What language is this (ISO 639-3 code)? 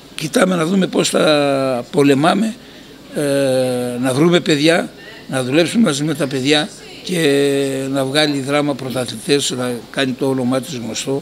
ell